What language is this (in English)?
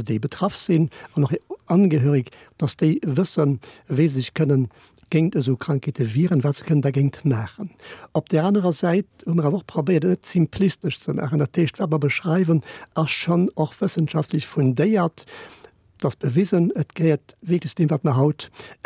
Luxembourgish